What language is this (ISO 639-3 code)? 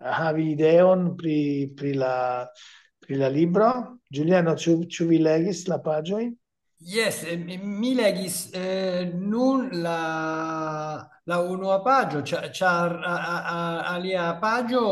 epo